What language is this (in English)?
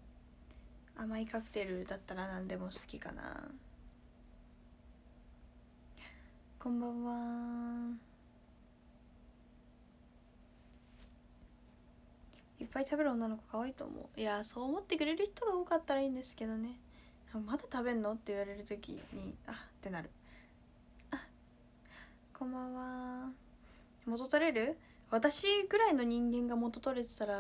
Japanese